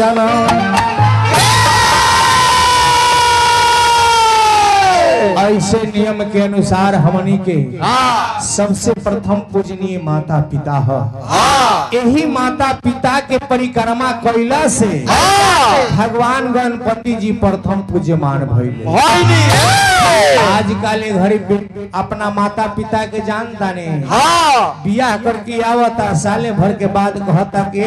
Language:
Bhojpuri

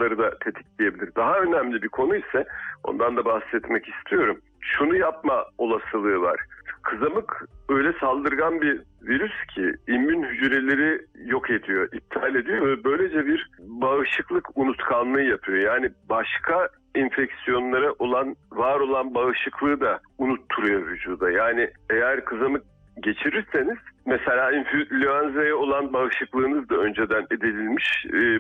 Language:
Turkish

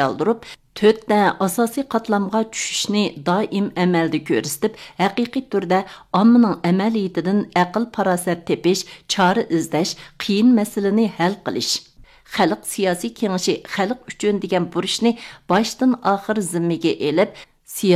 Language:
Uyghur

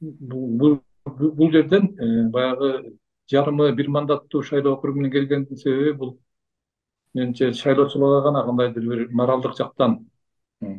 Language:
Kyrgyz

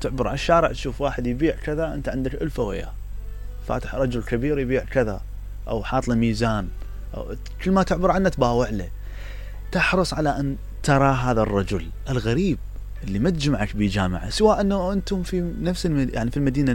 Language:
Mesopotamian Arabic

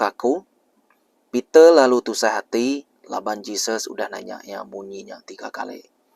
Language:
Iban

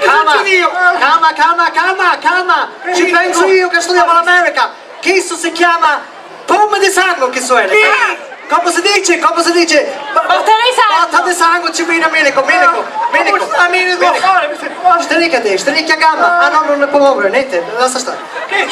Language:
Sicilian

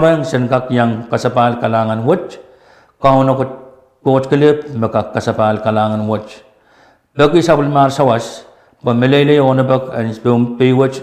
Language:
Pohnpeian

